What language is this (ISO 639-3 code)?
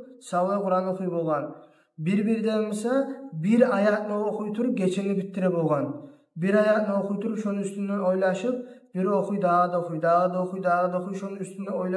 kum